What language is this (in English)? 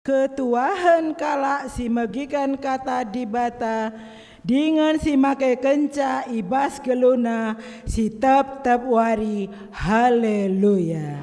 Batak Karo